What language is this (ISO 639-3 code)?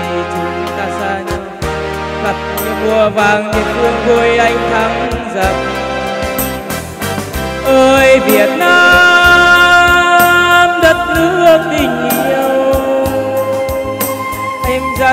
vie